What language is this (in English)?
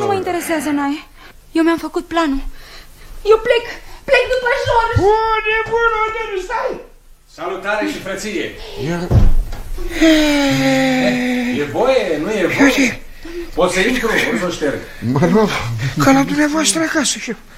Romanian